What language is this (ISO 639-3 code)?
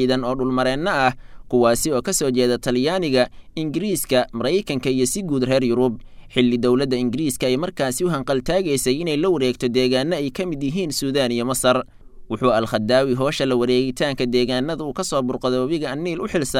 som